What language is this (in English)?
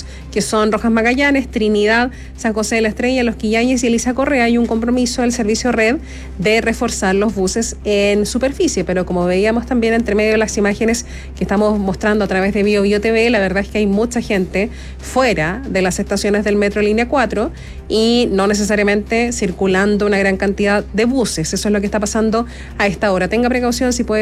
Spanish